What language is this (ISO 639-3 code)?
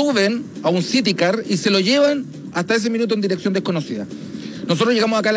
spa